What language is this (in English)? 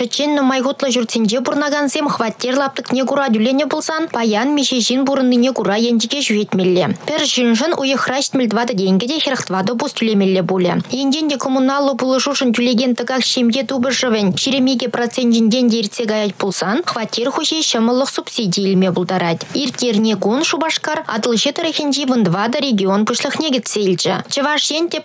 Chuvash